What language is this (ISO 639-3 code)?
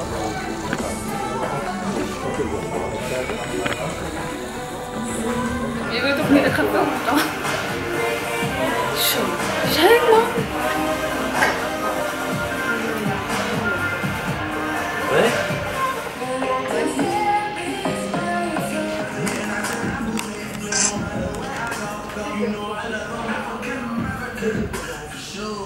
nld